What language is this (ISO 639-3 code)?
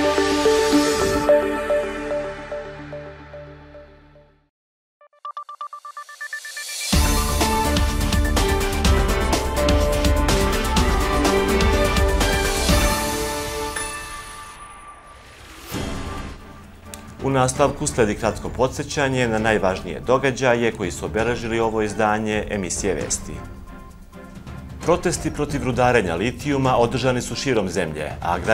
srp